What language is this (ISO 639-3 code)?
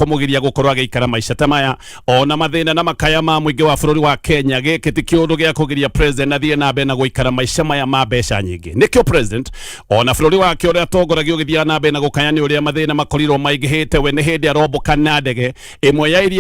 kik